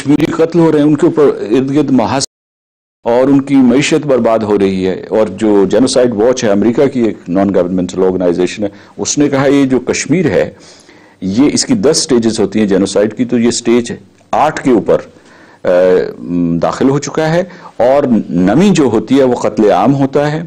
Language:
Urdu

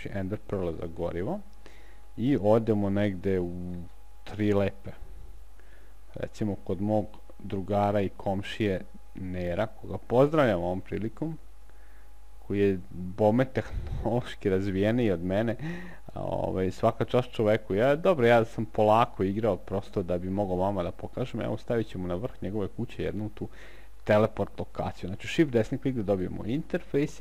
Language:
Serbian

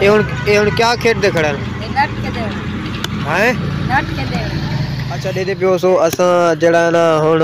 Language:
Saraiki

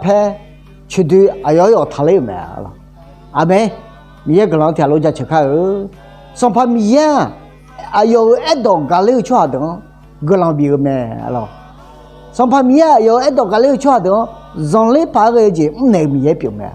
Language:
Akha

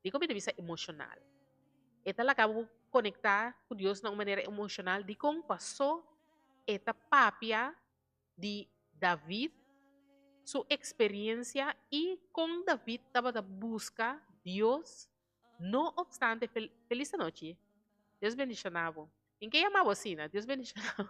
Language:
Papiamento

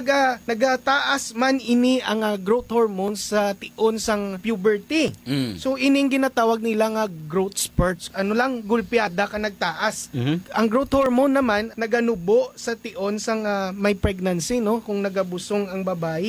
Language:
Hiligaynon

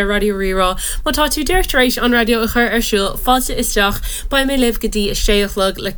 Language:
Irish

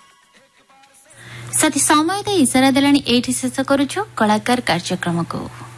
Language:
Odia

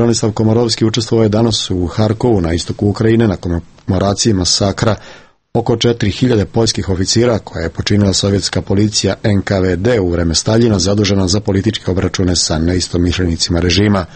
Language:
Serbian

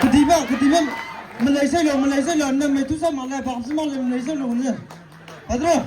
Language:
Maram Naga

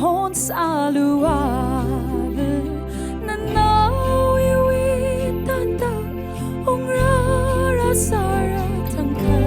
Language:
Tangkhul Naga (India)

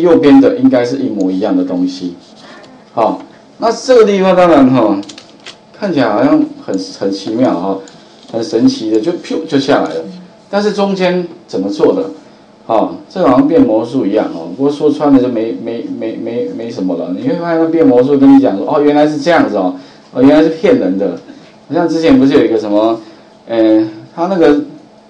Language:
Chinese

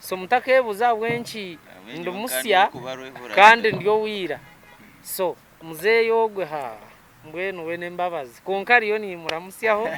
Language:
Nyankole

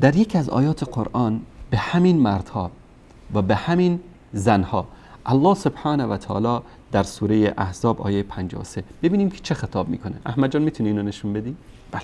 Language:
Persian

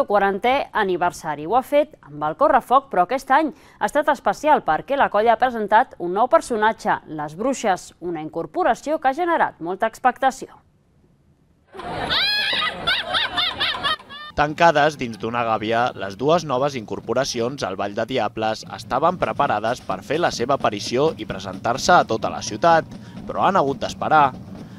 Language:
Catalan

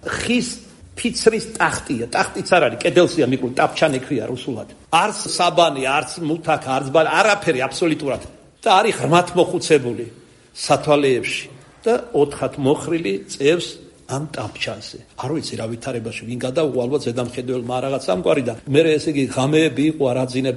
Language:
Georgian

